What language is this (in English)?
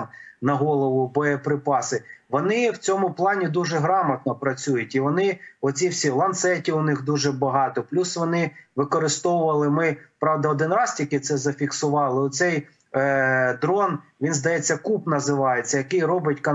Ukrainian